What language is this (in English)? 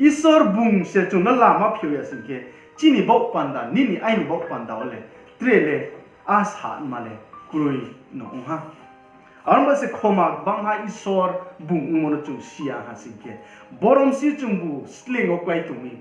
Riang (India)